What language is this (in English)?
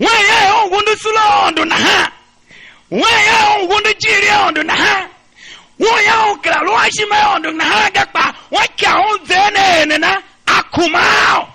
Tiv